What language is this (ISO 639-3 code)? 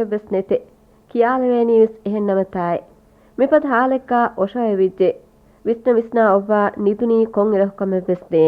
div